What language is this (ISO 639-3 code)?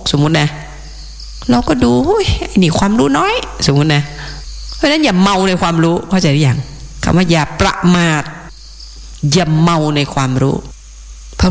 tha